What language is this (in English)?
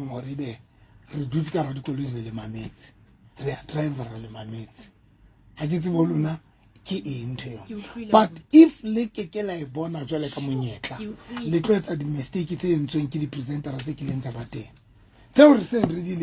Southern Sotho